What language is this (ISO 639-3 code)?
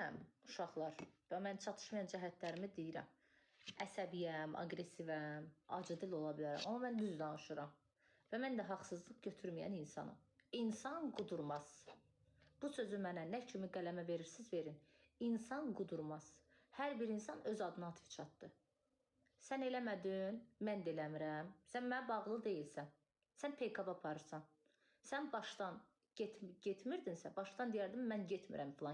aze